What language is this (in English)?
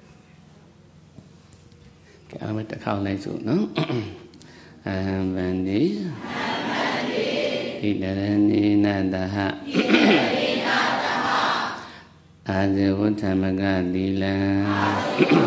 Burmese